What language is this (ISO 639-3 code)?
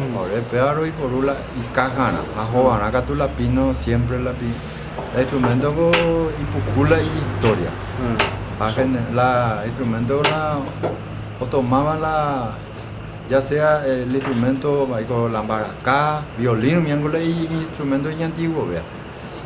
grn